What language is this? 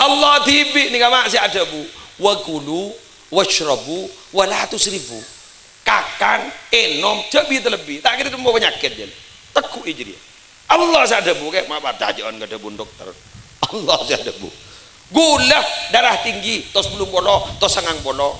Madurese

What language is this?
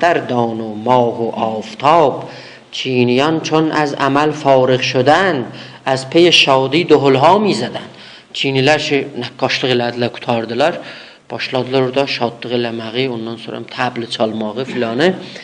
South Azerbaijani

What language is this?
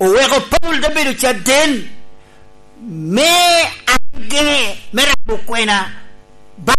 Lango (Uganda)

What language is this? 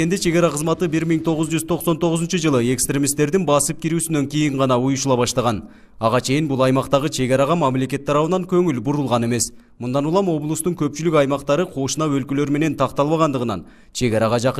Kyrgyz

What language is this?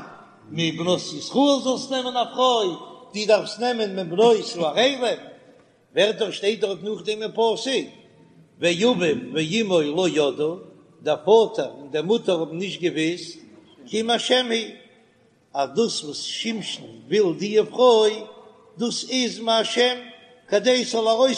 Yiddish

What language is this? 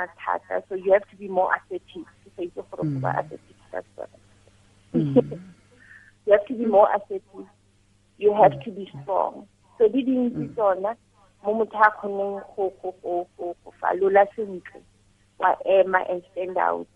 Tswana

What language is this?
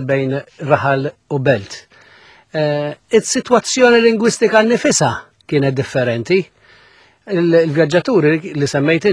Maltese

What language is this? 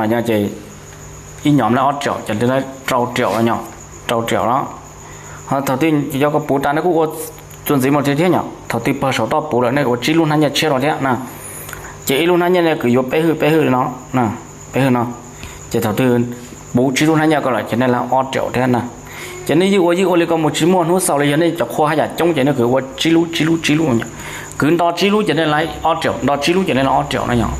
Hmong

